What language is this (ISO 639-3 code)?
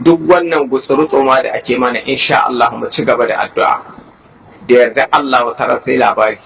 hau